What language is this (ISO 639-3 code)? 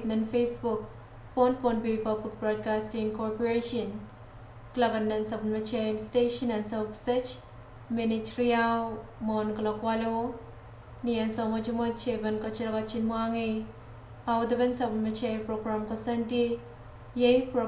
pon